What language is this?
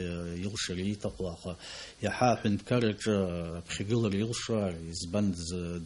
Abkhazian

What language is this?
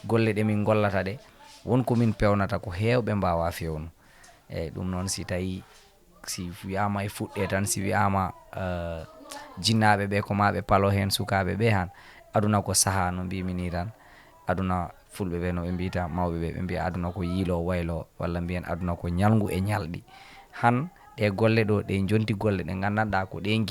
Fula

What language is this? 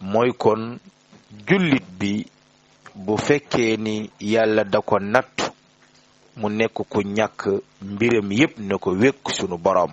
Wolof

